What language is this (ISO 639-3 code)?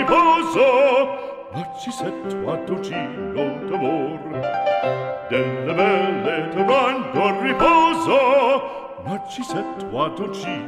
ita